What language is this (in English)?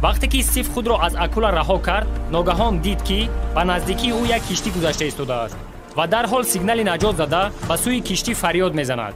Tajik